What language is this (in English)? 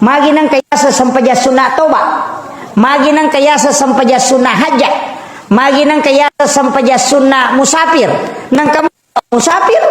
Buginese